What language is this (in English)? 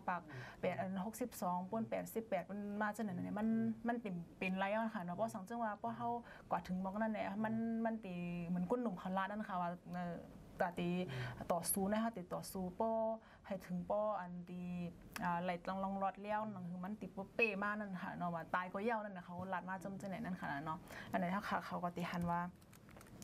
Shan